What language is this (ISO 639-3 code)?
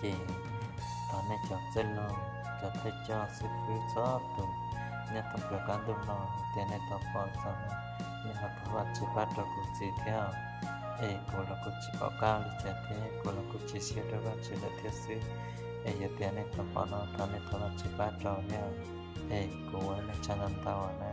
hmn